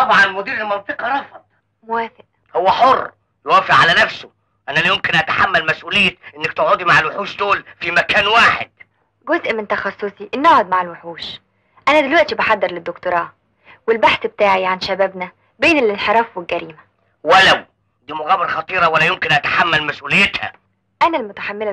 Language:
Egyptian Arabic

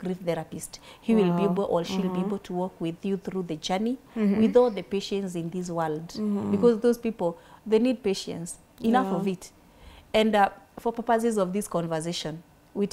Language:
English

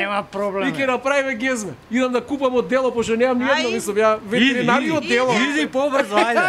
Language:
Macedonian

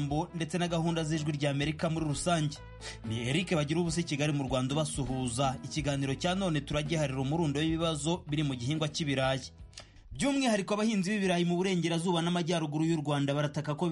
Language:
Kinyarwanda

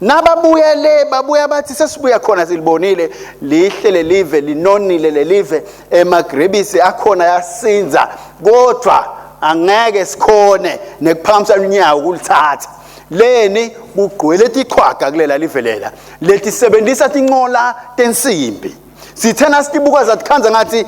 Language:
Swati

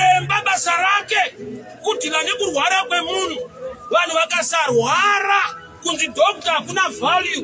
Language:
Shona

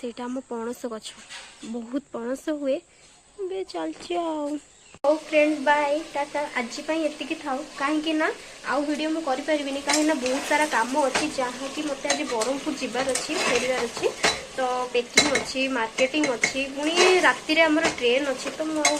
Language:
Odia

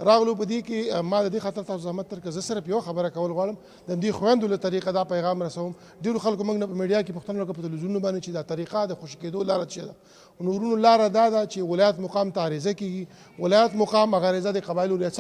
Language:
Pashto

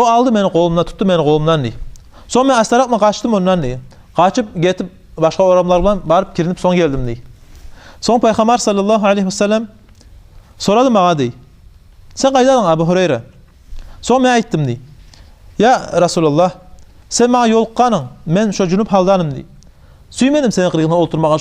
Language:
Kumyk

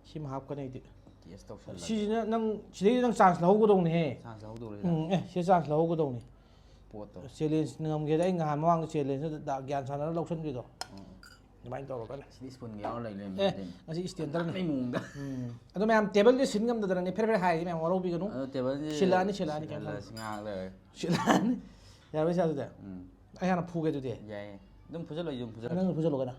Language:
Manipuri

